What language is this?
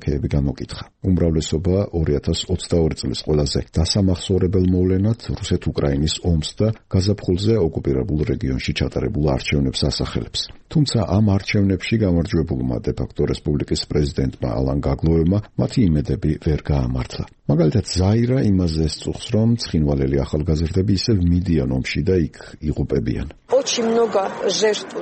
Georgian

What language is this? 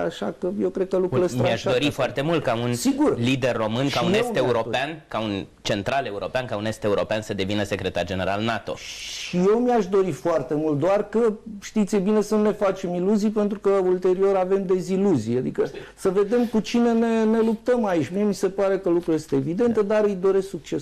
Romanian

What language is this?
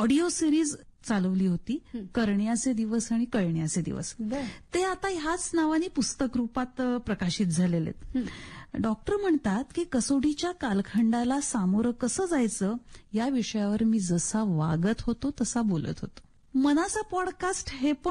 Marathi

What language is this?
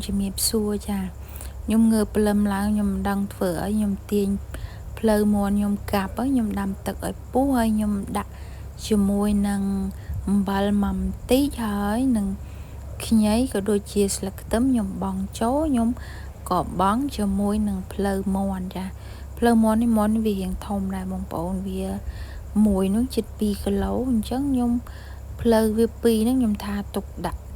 Khmer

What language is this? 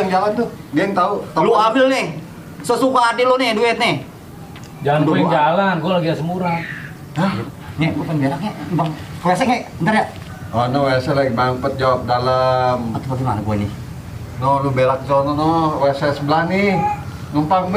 Betawi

